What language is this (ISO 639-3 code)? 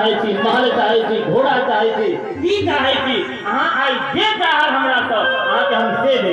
mai